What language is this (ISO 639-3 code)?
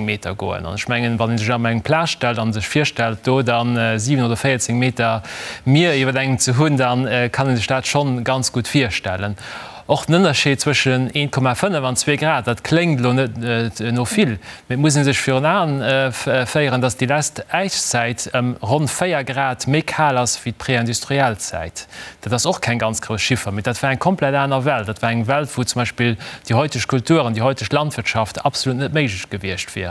ltz